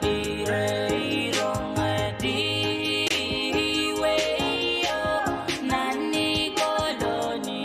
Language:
Pohnpeian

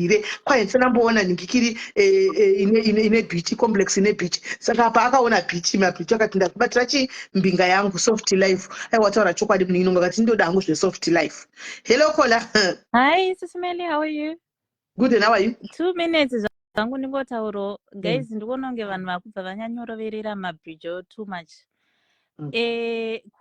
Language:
Shona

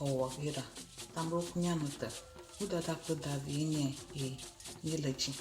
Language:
Ewe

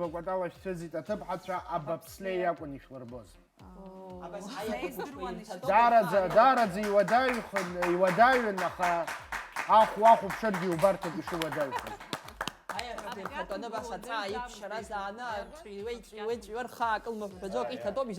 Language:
Abkhazian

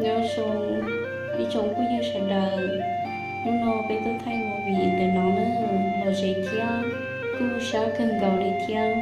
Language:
Hmong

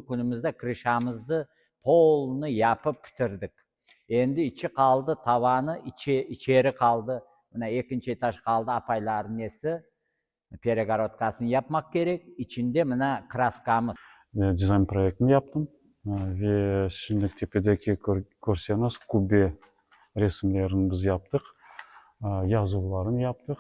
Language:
Crimean Tatar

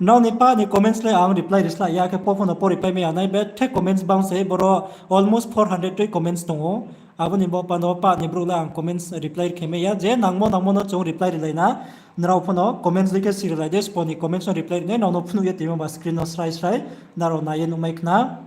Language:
Riang (India)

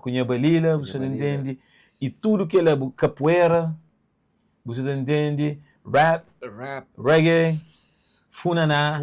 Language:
Kabuverdianu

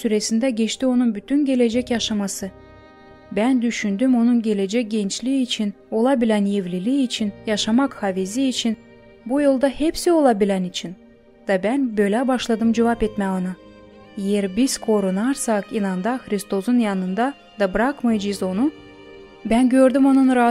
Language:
Gagauz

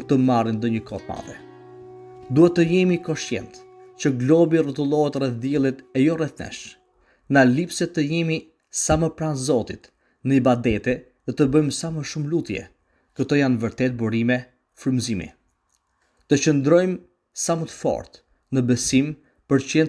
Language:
Albanian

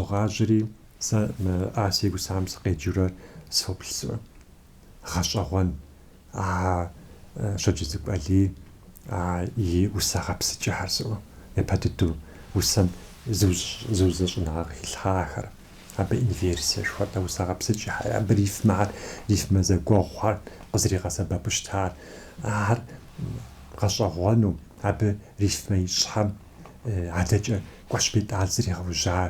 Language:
Kabardian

